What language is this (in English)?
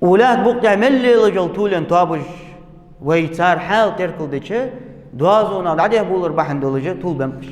Ingush